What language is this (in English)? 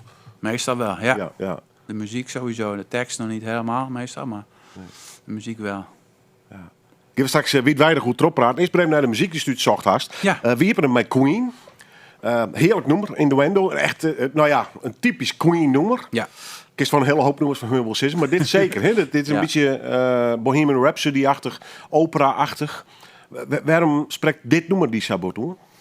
Western Frisian